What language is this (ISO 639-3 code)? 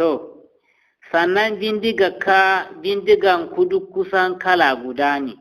hau